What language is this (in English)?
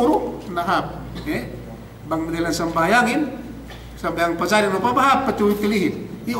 Yakan